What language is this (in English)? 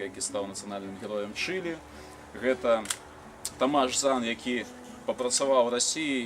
Belarusian